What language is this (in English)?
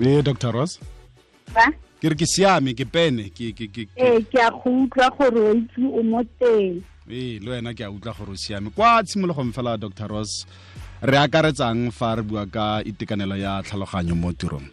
Tswana